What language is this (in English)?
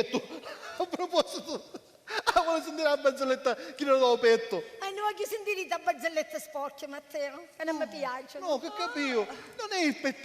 Sicilian